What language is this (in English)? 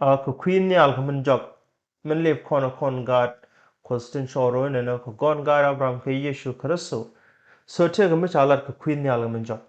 Nuer